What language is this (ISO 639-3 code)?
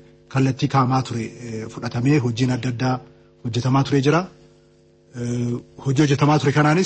orm